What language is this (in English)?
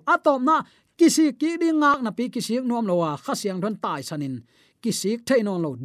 Tedim Chin